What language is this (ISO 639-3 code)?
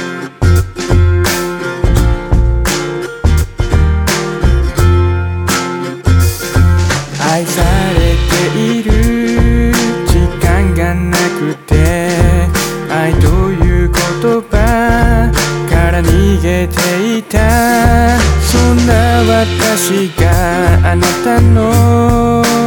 jpn